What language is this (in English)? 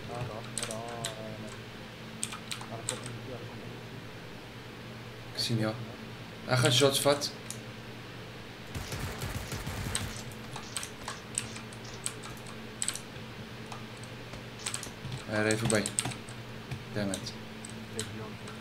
Afrikaans